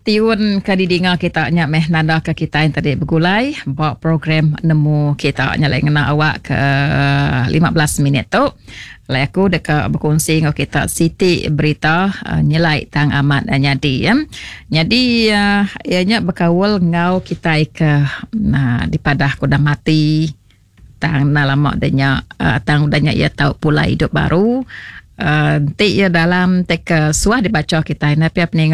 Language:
Iban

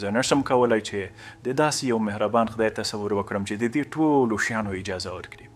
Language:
Pashto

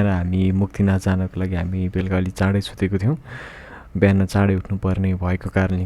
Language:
Nepali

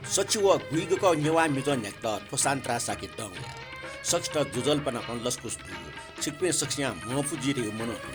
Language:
Newari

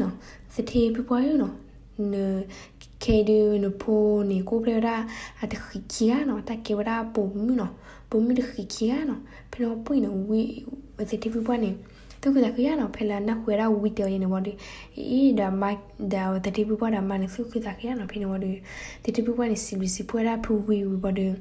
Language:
S'gaw Karen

